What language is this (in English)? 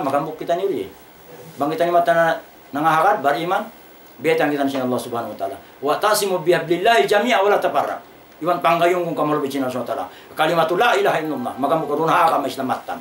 Tausug